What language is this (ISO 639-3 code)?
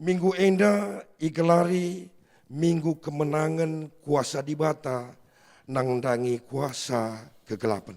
btx